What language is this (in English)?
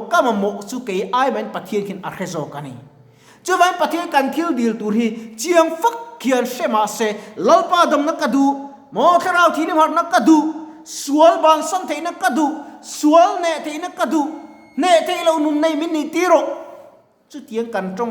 Mizo